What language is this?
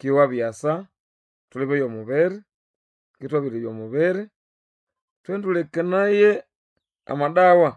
Nande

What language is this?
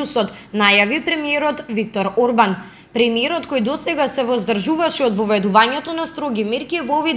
Macedonian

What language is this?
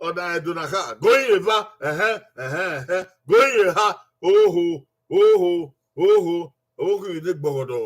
Bini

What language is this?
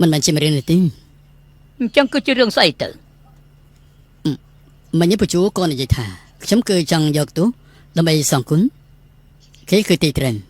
Khmer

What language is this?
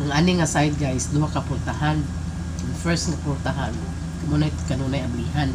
Cebuano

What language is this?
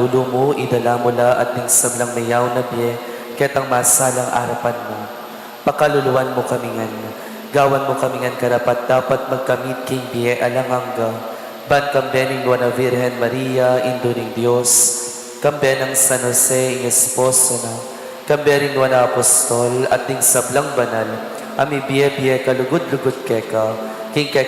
Pampanga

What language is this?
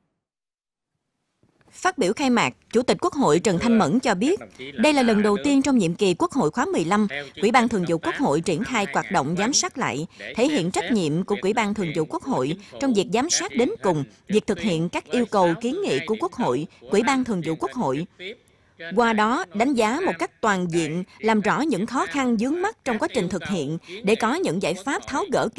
Vietnamese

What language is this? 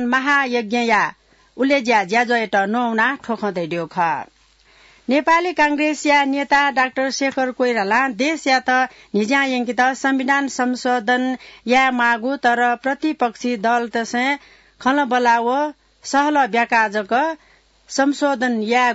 Newari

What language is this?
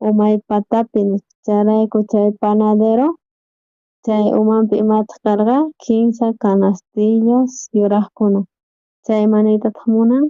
South Bolivian Quechua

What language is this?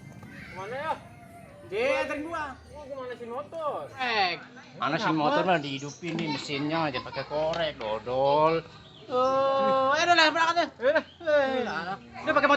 Betawi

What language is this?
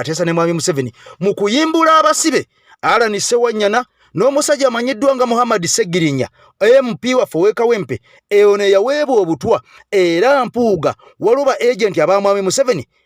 Ganda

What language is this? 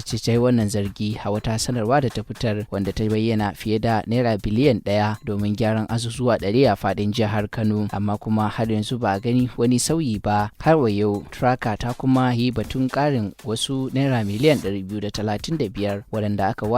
Hausa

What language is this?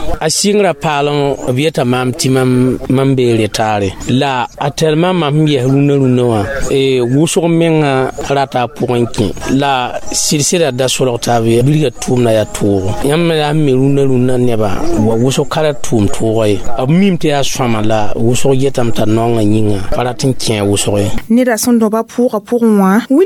Mossi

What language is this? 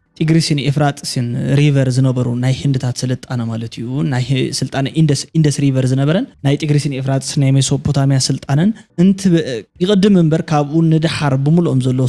Tigrinya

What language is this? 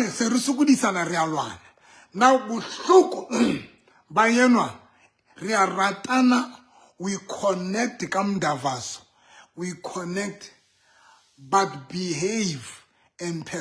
Southern Sotho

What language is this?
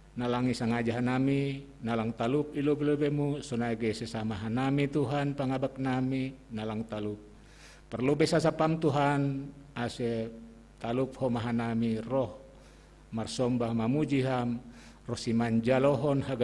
Batak Simalungun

